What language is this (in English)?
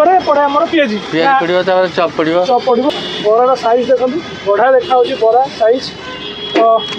Odia